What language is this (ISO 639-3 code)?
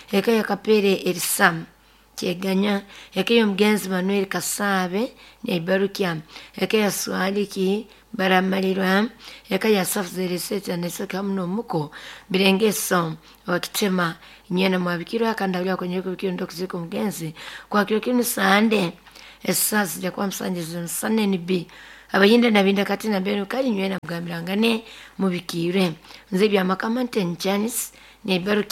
nyo